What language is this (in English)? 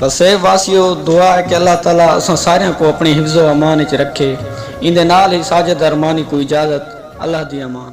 Saraiki